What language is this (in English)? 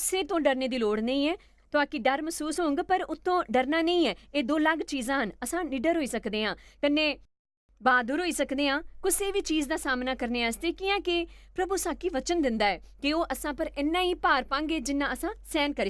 Dogri